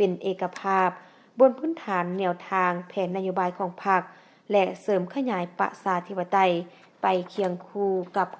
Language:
Lao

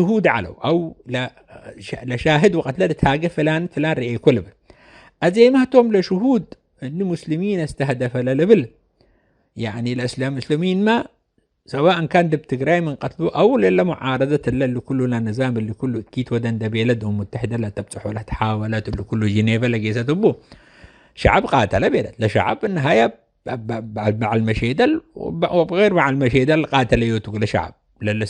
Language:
Tigre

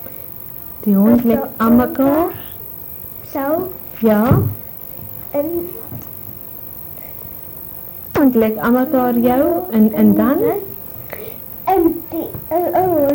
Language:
Afrikaans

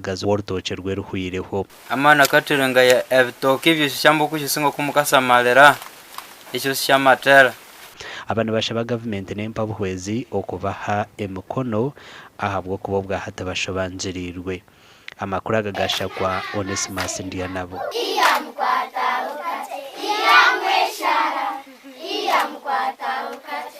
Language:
Nyankole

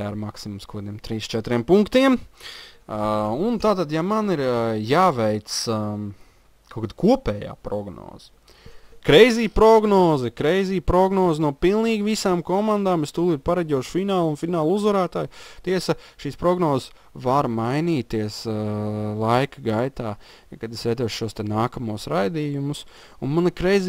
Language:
Latvian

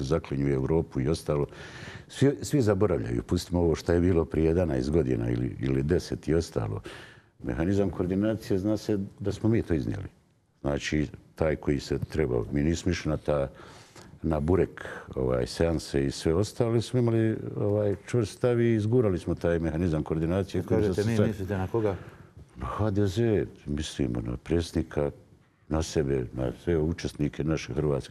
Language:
Bosnian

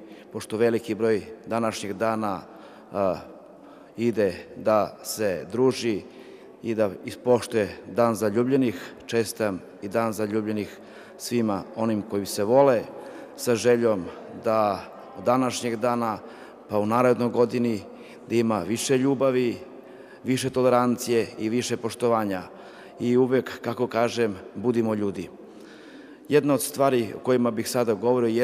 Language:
Serbian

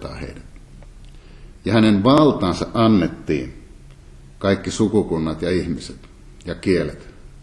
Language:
Finnish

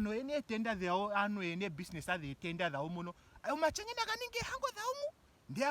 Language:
Ndonga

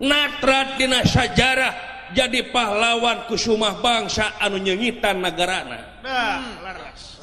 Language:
Sundanese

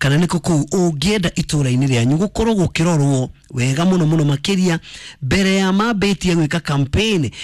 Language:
Kikuyu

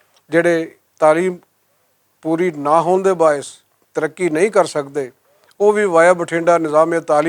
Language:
Western Panjabi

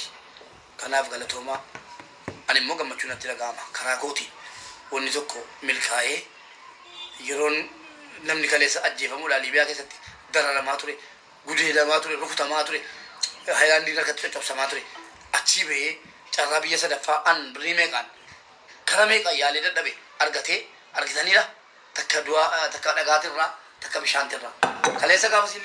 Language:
Oromo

